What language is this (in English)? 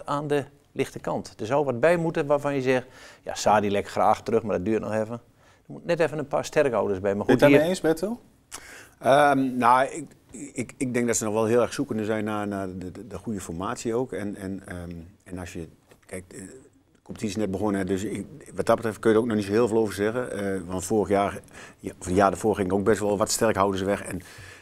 Dutch